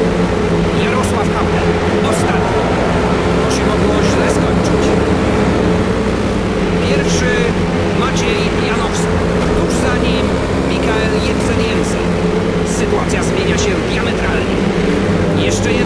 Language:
Polish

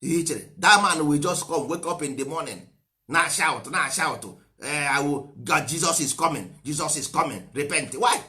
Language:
Igbo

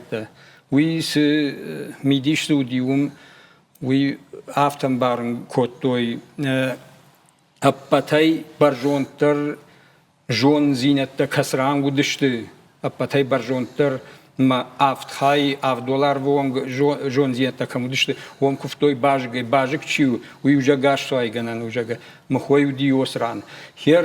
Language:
Ossetic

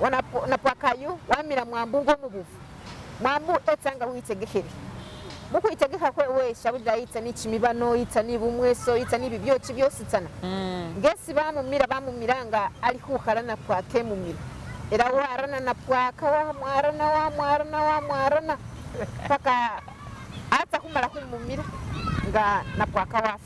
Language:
Masaaba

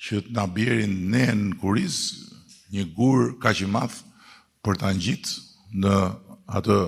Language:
Albanian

